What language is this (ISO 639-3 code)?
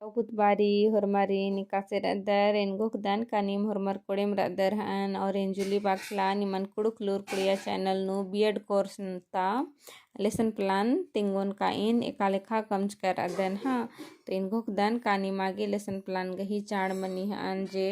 kru